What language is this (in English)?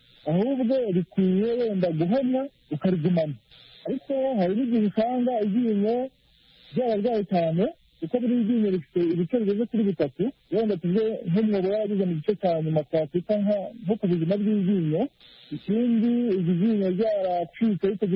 Kinyarwanda